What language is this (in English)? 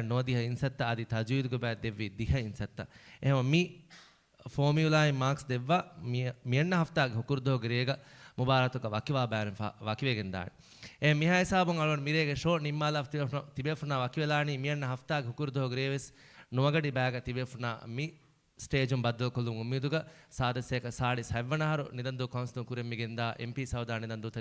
Divehi